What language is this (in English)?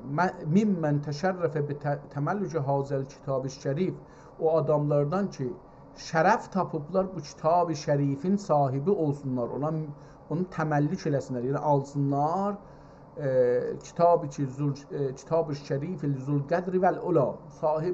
South Azerbaijani